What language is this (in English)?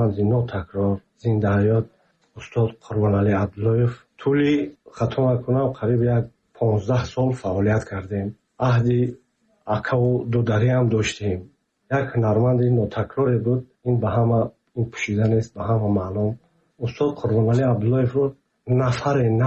Tajik